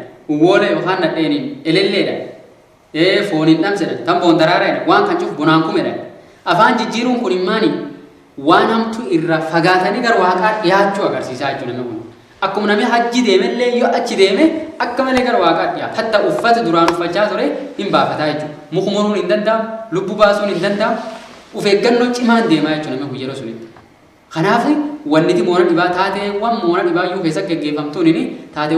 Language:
Oromo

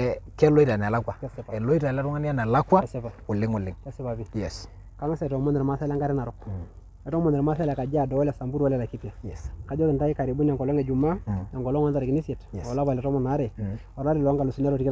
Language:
Masai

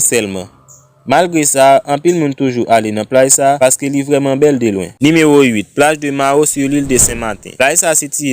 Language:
Haitian Creole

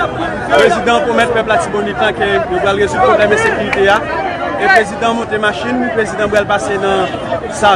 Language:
Haitian Creole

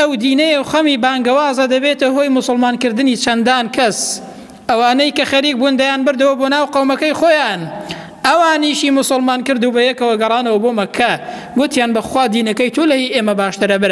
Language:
Central Kurdish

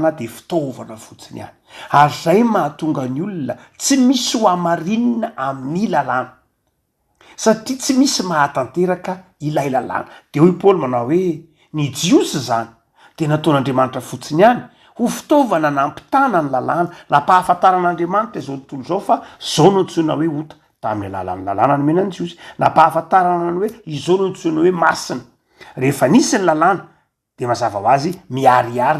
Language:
Malagasy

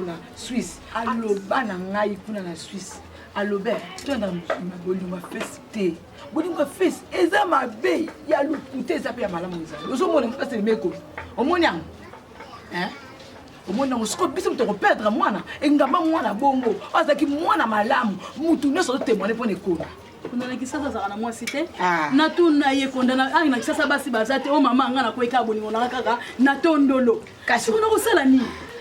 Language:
Lingala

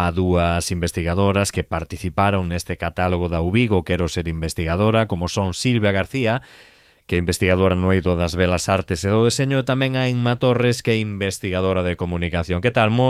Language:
Galician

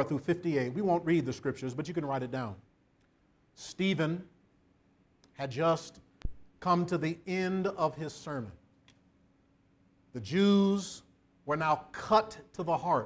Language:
English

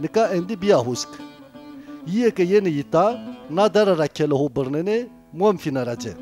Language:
Zaza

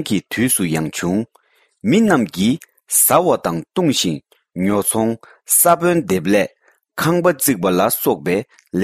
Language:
Tibetan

